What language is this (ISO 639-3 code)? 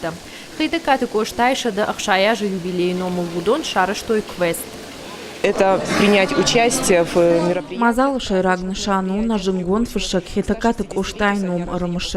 oss